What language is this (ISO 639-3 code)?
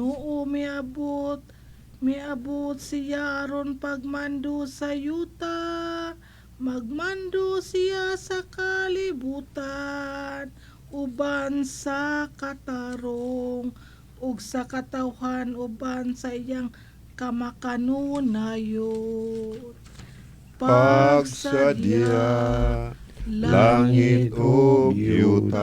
ceb